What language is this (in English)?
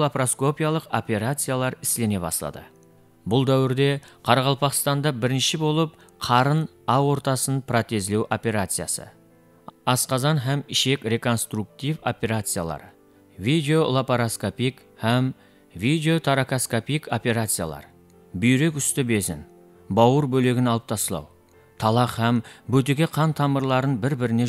Kara-Kalpak